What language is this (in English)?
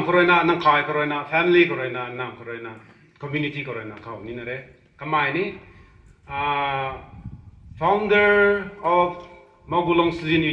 Rongmei Naga